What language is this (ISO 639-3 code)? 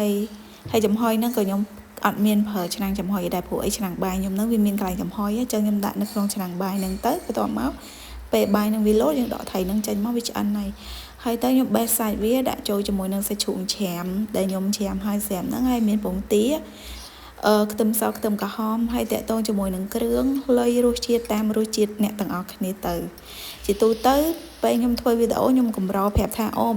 khm